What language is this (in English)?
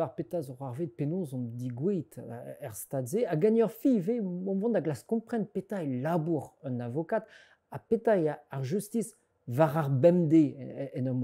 Breton